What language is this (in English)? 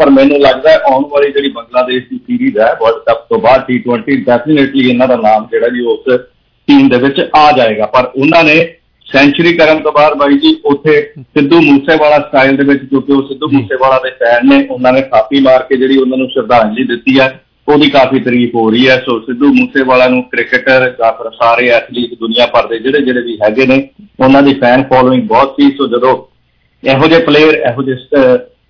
Punjabi